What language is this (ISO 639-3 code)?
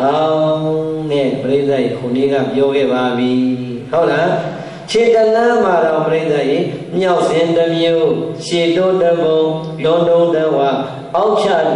mya